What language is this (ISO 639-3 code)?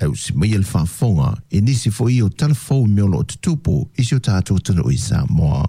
smo